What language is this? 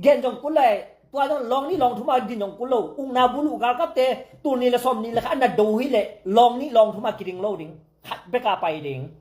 Tedim Chin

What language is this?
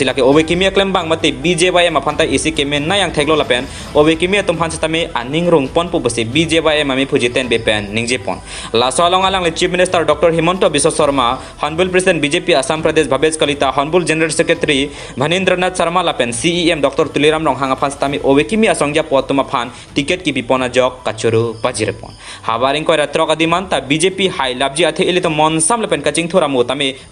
Karbi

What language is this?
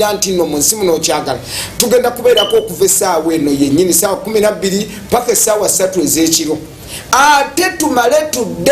Ganda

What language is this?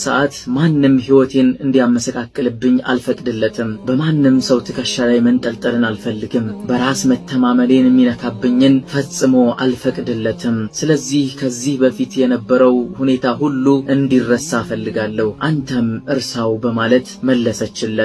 Amharic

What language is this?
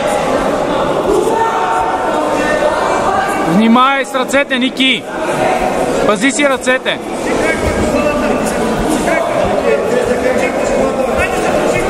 Bulgarian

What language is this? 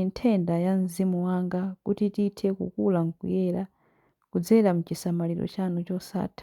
Nyanja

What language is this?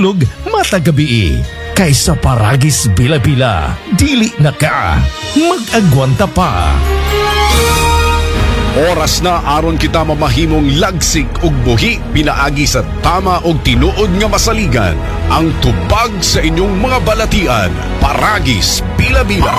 Cebuano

